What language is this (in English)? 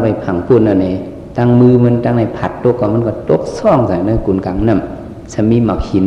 Shan